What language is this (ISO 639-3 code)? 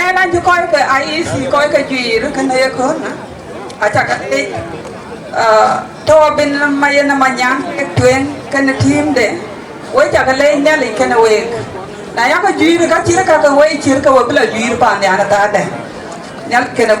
din